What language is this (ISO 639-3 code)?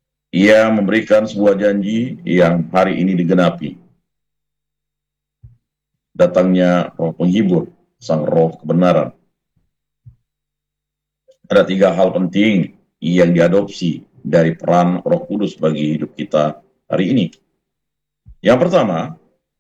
ind